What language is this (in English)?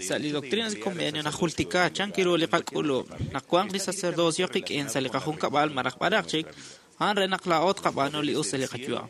Kekchí